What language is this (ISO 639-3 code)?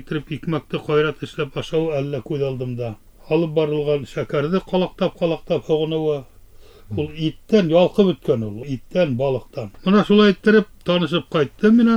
bak